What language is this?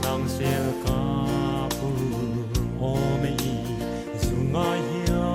Mizo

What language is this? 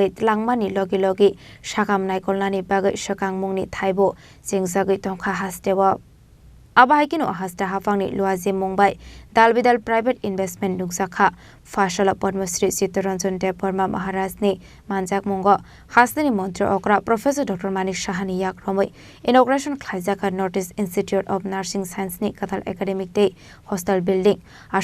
Kok Borok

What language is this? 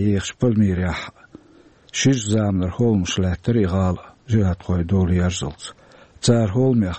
Chechen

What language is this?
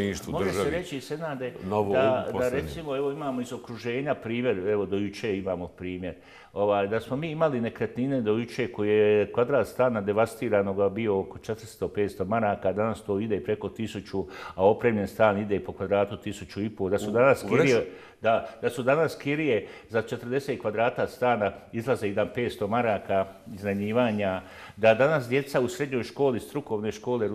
Bosnian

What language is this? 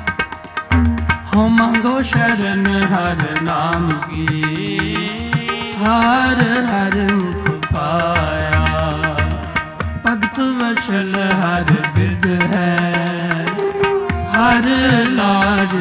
Punjabi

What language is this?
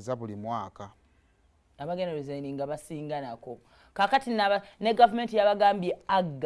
Ganda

